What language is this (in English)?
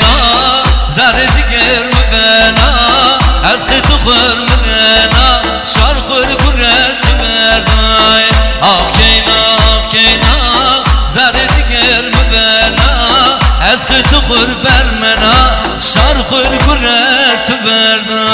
Zaza